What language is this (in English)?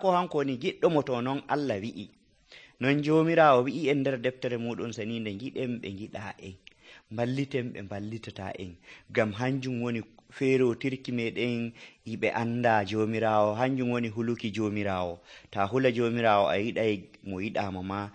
Nigerian Fulfulde